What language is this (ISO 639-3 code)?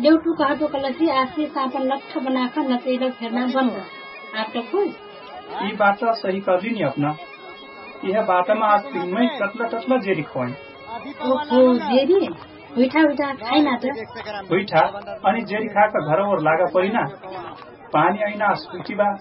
thl